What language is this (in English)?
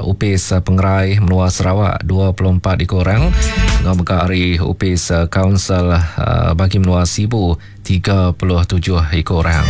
Iban